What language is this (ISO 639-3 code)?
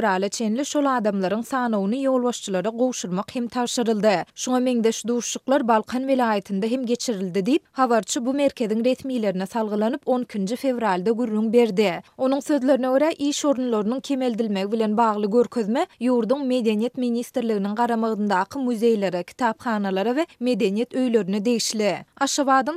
tuk